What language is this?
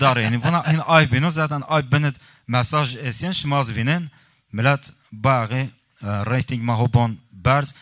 Zaza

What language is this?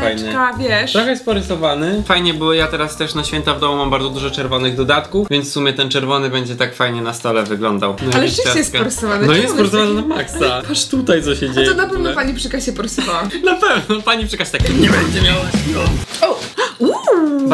Polish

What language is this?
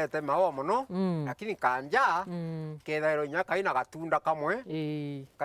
Meru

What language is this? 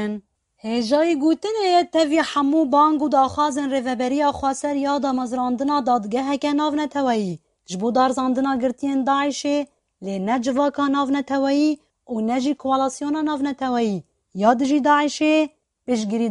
Kurdish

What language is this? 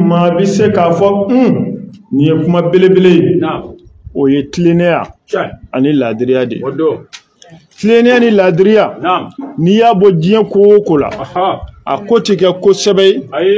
Bambara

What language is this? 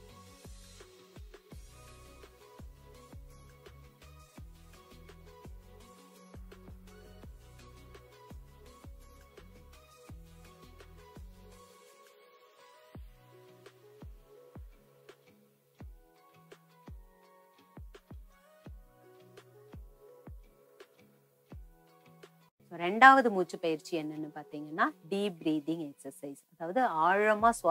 Tamil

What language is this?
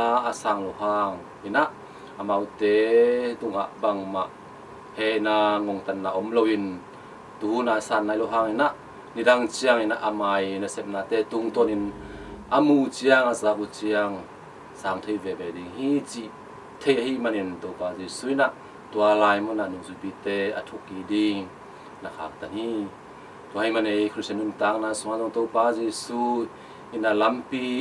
Tedim Chin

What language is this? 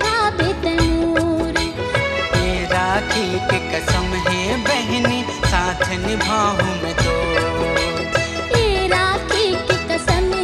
Chhattisgarhi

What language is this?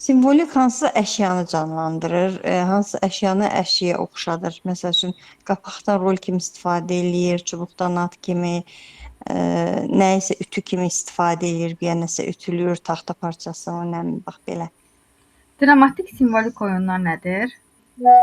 Azerbaijani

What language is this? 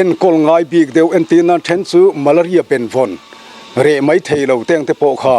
Mizo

